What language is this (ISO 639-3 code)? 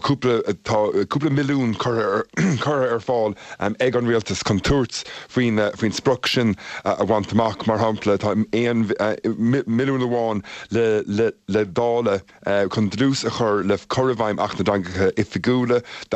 gle